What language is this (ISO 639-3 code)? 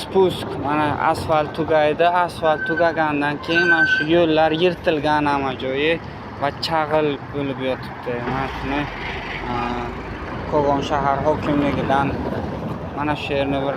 uzb